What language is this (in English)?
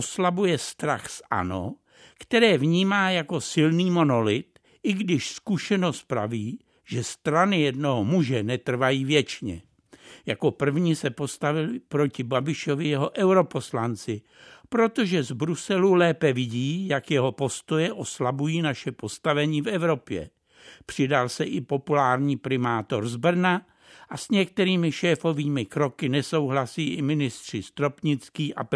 Czech